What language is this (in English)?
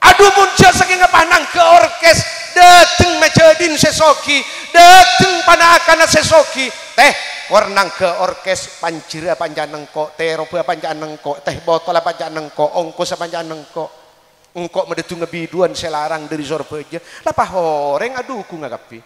Madurese